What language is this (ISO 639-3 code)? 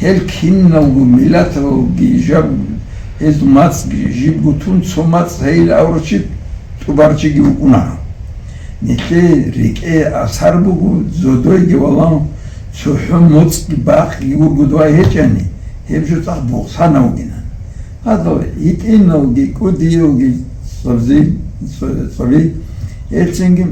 ava